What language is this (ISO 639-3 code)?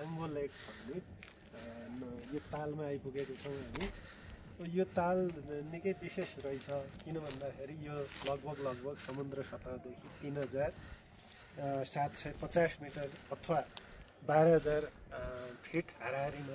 nep